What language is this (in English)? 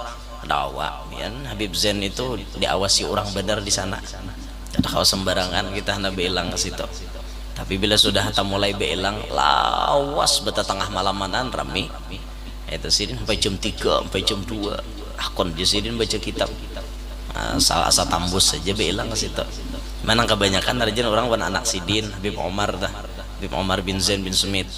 Banjar